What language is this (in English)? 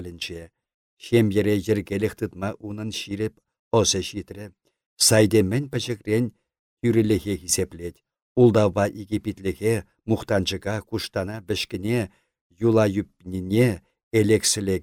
Chuvash